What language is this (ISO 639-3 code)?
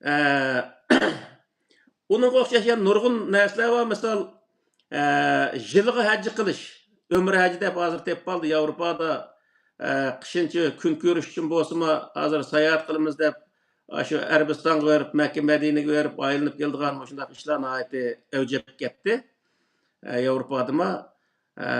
uig